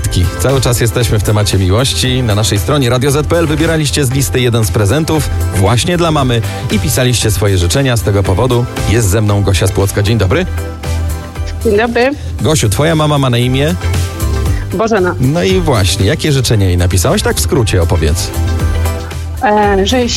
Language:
Polish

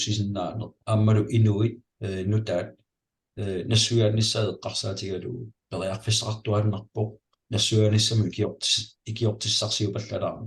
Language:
Kalaallisut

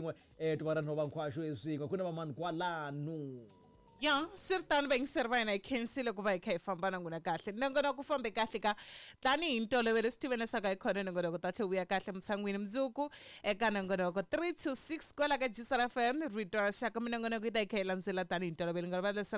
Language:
Tsonga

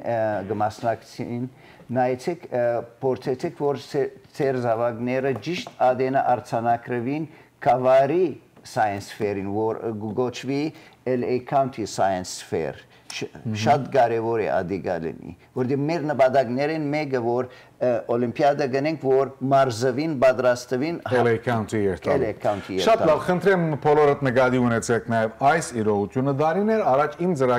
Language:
Western Armenian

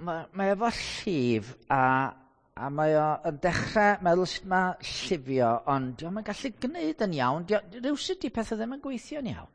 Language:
Welsh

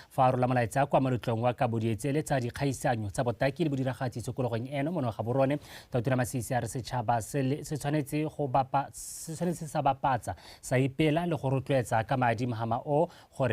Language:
Tswana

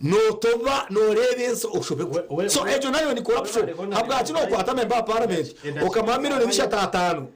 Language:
Nyankole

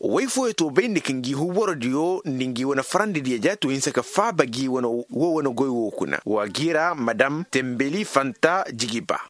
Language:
Koyraboro Senni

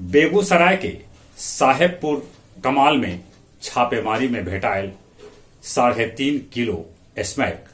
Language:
Magahi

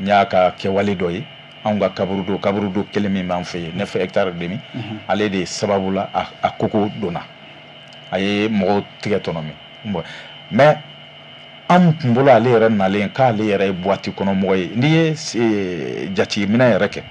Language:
Bambara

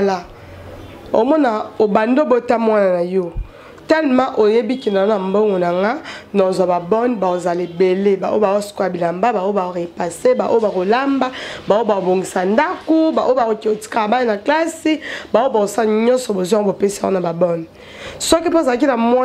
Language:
Lingala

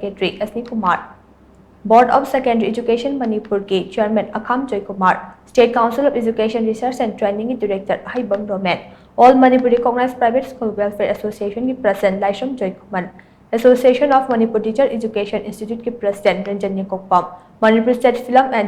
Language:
Manipuri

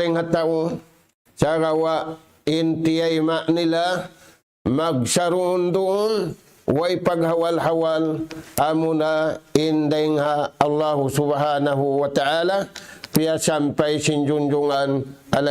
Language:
Tausug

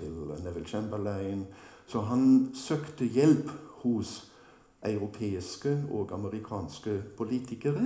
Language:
Norwegian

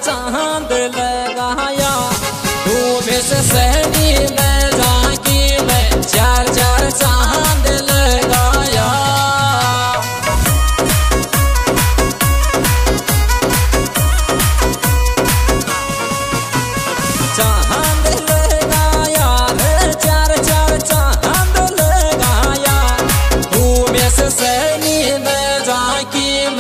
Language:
Bhojpuri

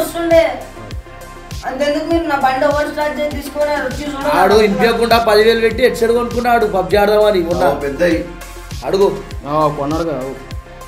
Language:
Telugu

